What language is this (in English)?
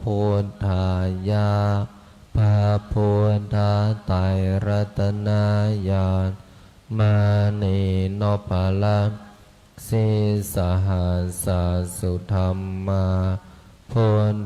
Pali